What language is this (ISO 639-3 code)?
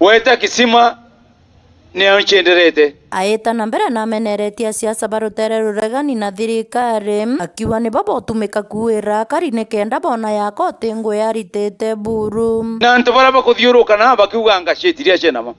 mer